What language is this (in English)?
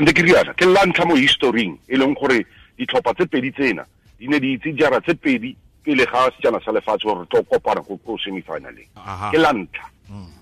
Tswana